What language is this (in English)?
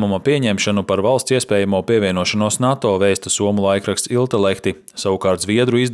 Latvian